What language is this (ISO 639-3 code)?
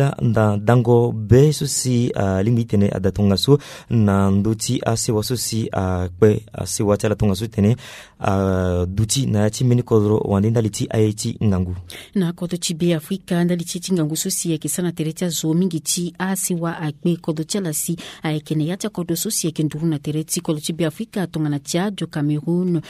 sag